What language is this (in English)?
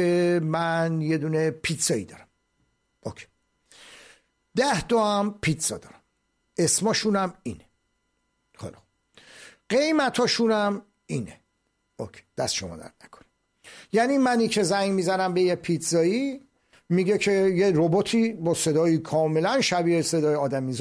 Persian